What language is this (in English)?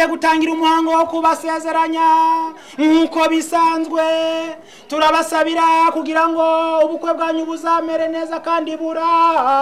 Kinyarwanda